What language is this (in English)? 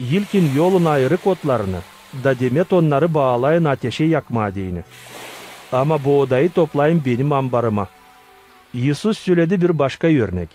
Gagauz